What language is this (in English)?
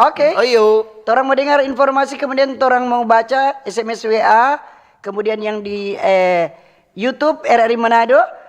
Manado Malay